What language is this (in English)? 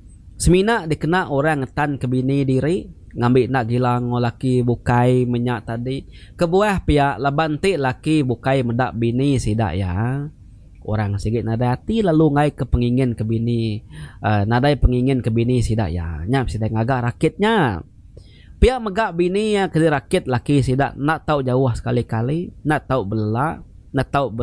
Iban